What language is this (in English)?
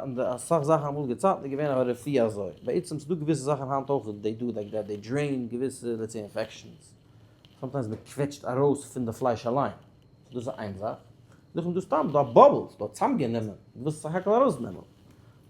Yiddish